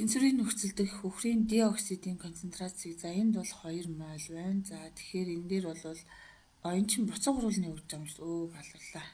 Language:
Mongolian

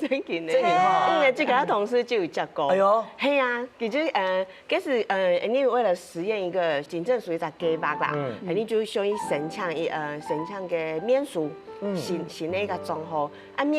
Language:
Hakka Chinese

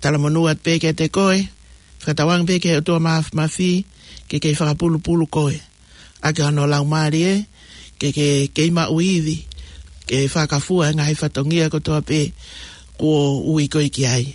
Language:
Tongan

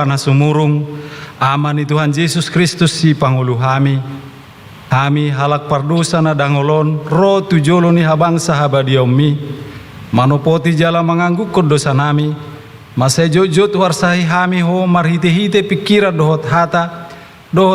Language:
Batak Toba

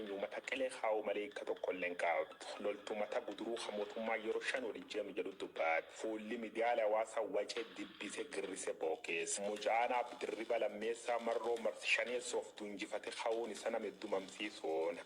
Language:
Oromo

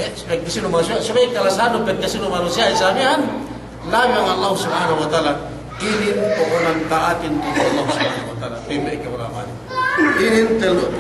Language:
Yakan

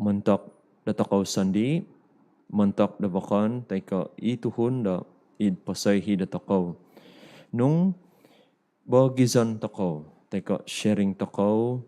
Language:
Central Dusun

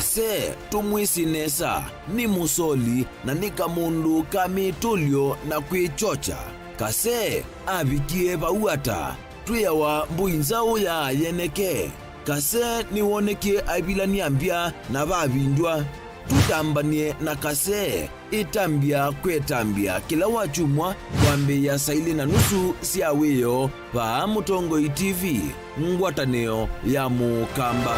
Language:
Kamba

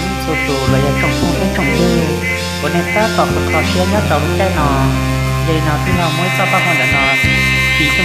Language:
Hmong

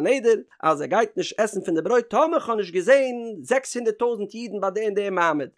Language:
Yiddish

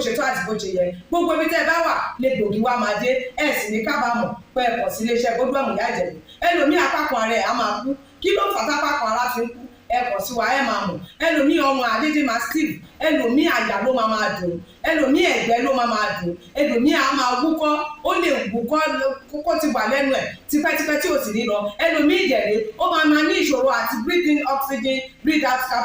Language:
Yoruba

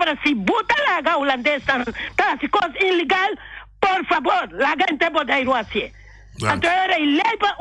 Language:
Papiamento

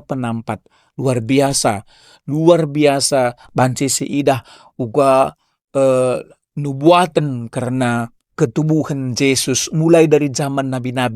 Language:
Batak Karo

